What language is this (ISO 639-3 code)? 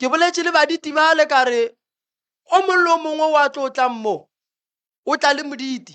nso